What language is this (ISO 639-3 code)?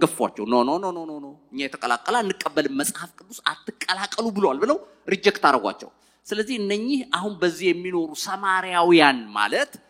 amh